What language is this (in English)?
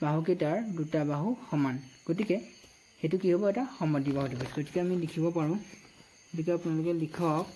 Assamese